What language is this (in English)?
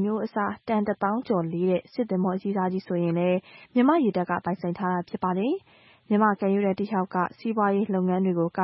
Burmese